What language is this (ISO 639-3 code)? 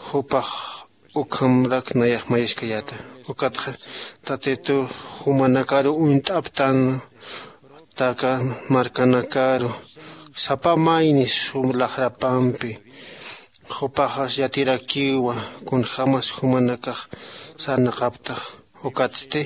aym